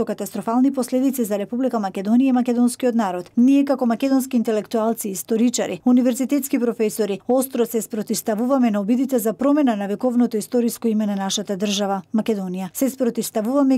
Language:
Macedonian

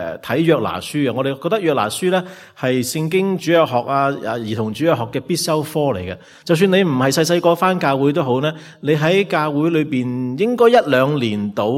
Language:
Cantonese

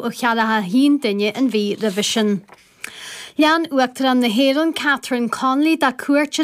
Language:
Irish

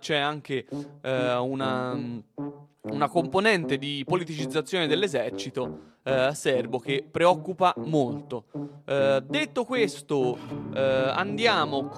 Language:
Italian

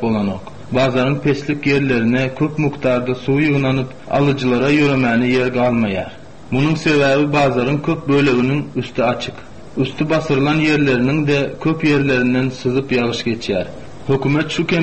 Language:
Turkmen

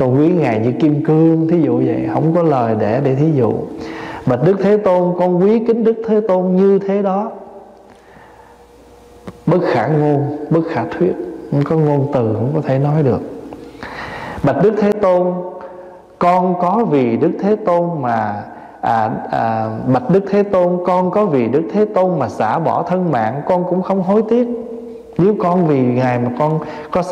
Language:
Vietnamese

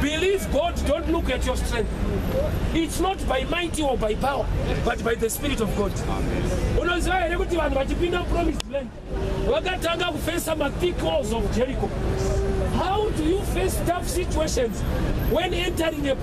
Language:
Shona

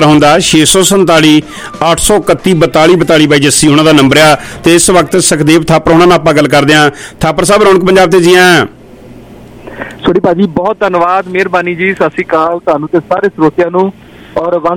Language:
Punjabi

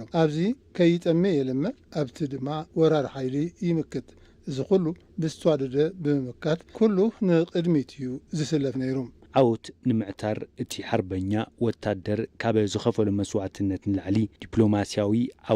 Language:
Tigrinya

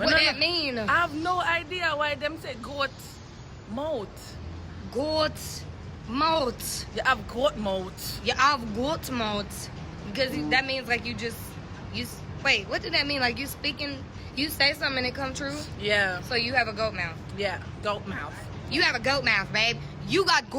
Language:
Jamaican Creole English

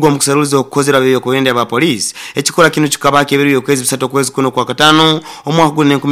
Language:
Nyoro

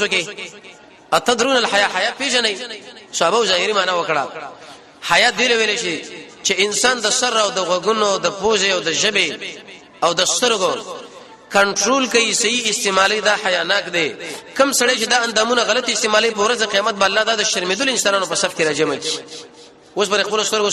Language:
Pashto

